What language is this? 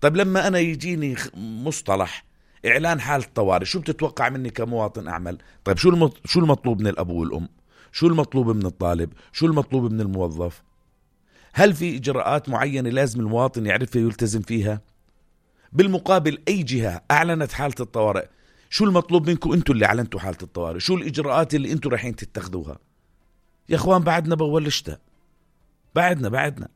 North Levantine Arabic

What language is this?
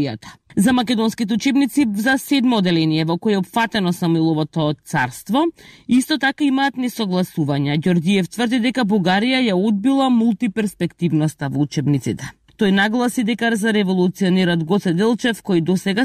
Macedonian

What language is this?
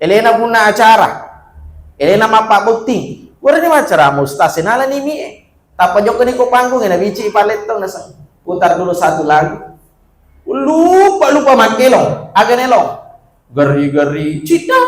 Buginese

